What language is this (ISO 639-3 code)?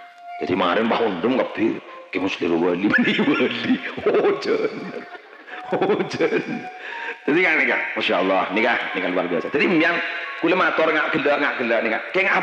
mad